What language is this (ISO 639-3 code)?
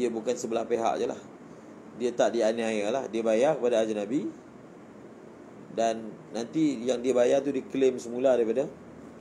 msa